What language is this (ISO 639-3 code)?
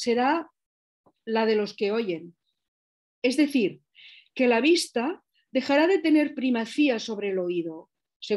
spa